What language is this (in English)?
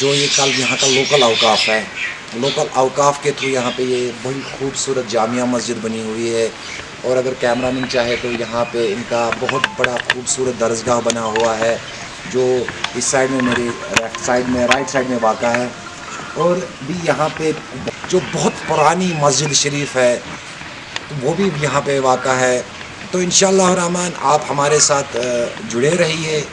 Kashmiri